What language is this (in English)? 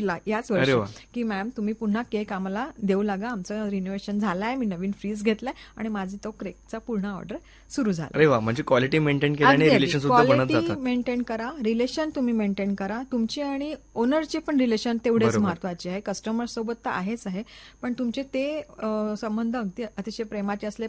Marathi